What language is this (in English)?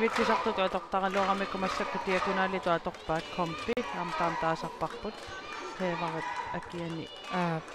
Kalaallisut